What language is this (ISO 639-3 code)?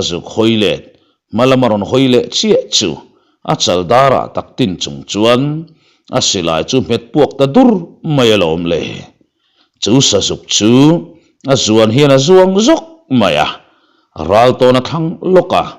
lus